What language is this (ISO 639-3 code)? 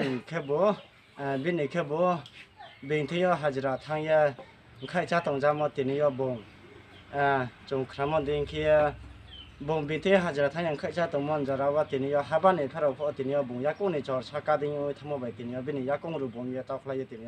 ria